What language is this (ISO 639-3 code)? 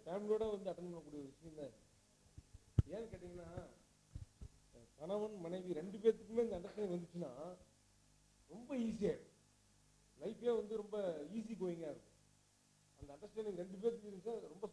tam